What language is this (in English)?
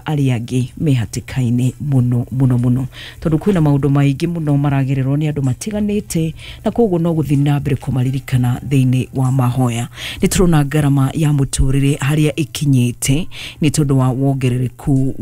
Kikuyu